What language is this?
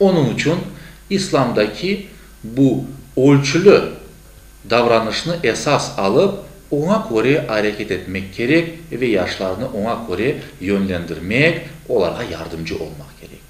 Crimean Tatar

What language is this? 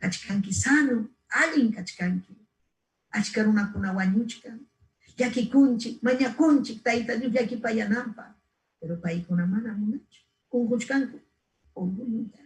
Ayacucho Quechua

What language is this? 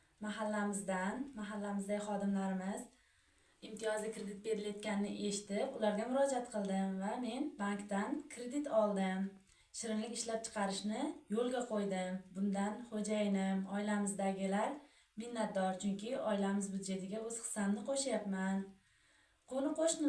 Uzbek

